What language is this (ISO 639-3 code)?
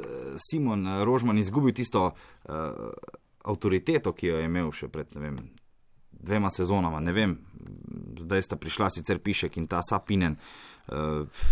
slv